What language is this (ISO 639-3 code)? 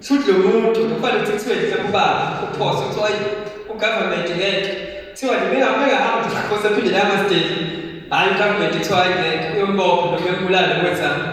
zul